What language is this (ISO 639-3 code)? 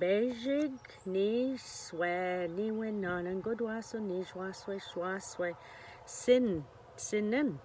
oji